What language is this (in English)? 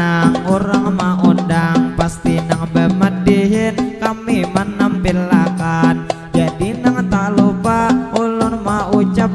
Banjar